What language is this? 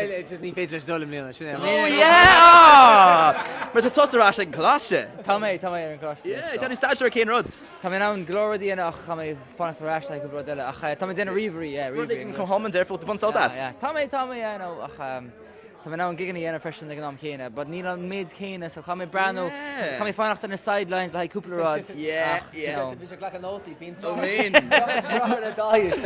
Irish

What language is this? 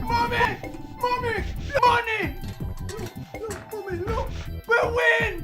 Jamaican Creole English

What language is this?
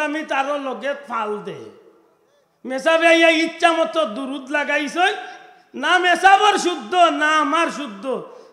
Sylheti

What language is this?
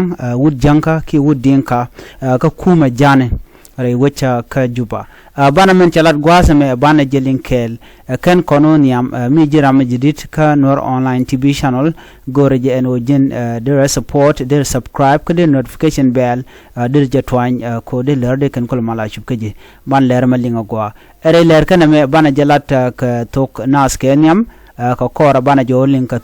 Nuer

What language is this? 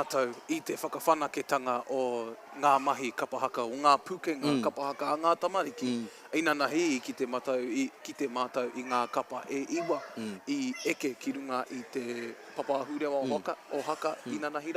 Māori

